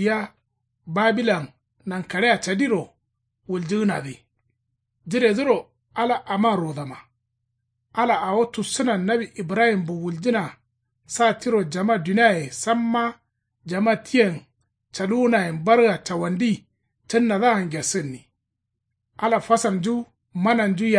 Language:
Kanuri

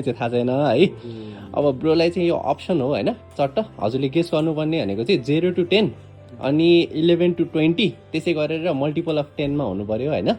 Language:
Nepali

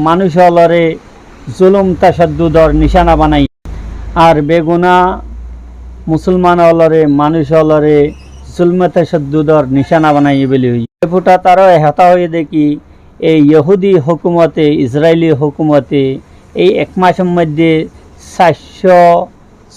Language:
Rohingya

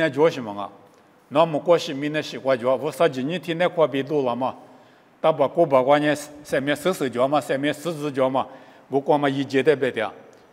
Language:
Lisu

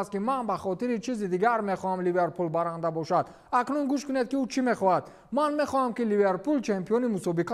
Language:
Tajik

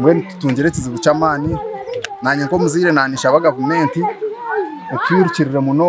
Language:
Nyankole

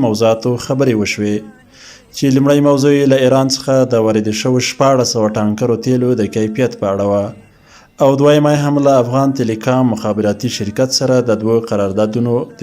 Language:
Pashto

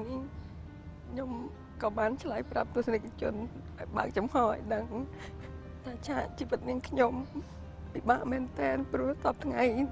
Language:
Khmer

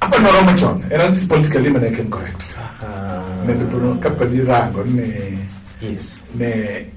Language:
Luo (Kenya and Tanzania)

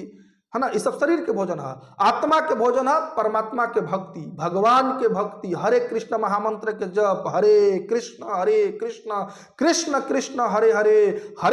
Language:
Bhojpuri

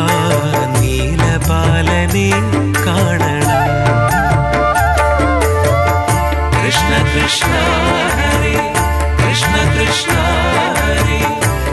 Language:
Malayalam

